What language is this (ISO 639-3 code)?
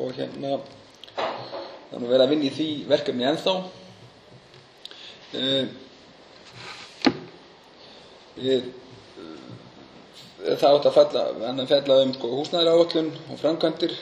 isl